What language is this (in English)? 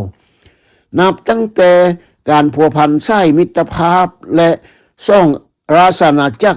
Lao